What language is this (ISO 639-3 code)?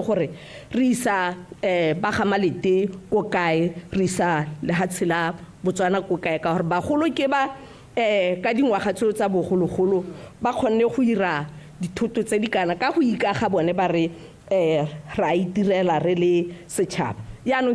tsn